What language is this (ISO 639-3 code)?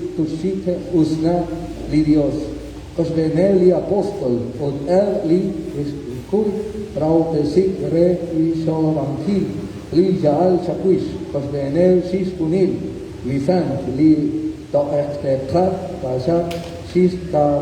kek